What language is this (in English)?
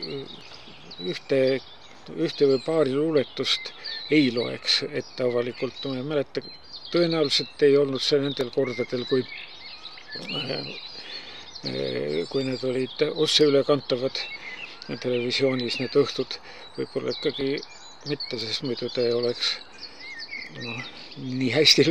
Estonian